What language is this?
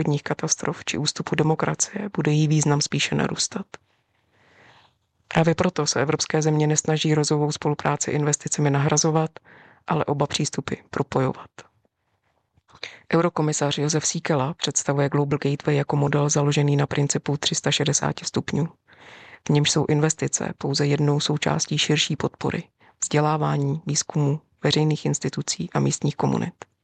Czech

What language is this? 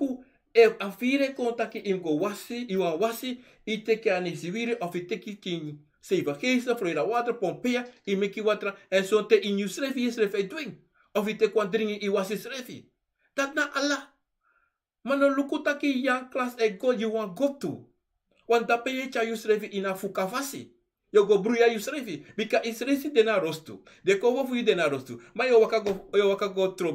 Sranan Tongo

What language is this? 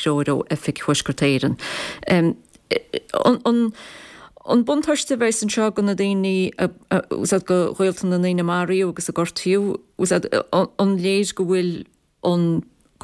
Irish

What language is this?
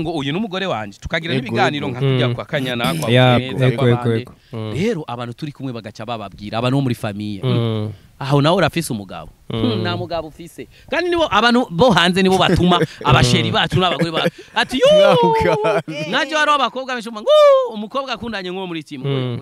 Rundi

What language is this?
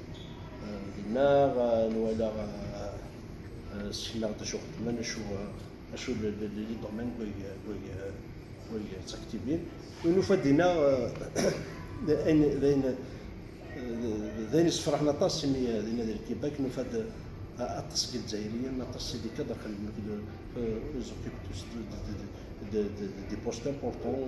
Kabyle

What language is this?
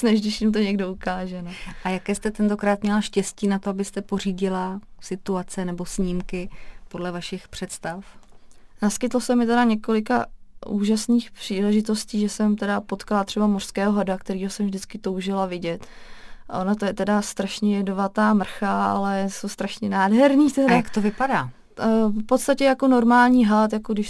Czech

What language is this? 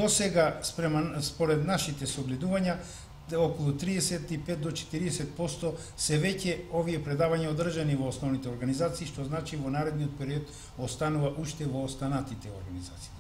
Macedonian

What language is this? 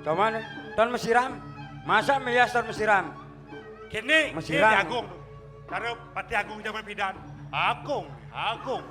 Balinese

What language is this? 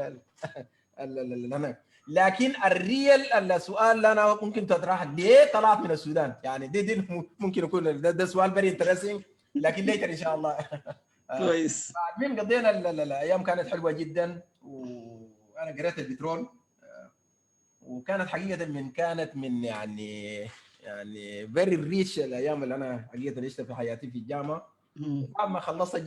Sudanese Arabic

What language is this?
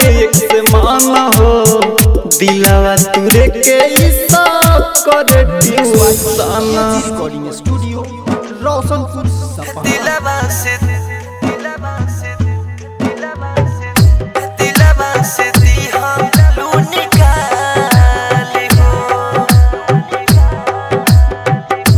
Bhojpuri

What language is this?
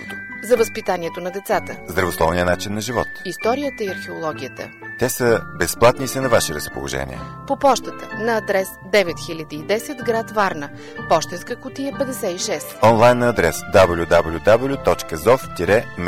Bulgarian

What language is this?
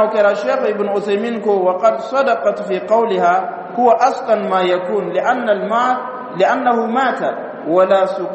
Dyula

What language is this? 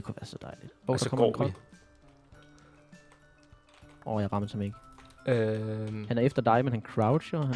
Danish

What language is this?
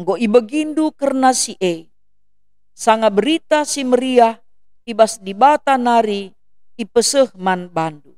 Batak Karo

